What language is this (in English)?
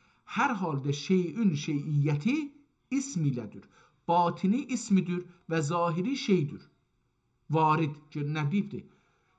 South Azerbaijani